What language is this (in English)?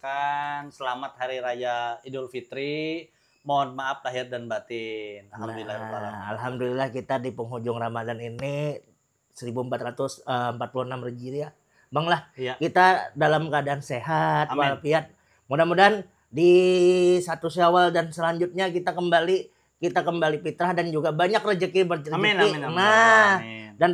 Banjar